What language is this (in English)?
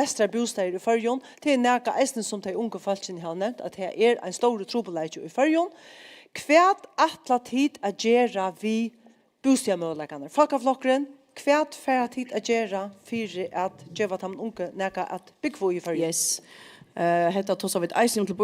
Faroese